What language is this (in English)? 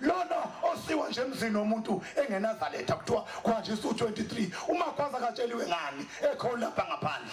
Zulu